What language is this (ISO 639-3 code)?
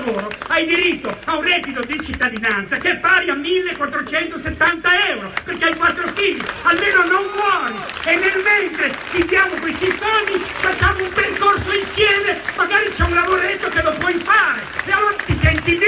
ita